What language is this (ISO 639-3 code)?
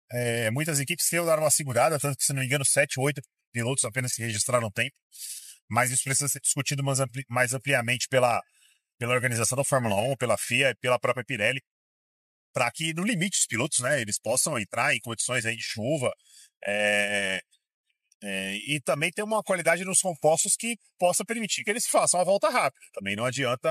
por